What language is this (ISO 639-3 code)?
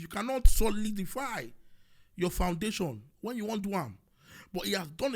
pcm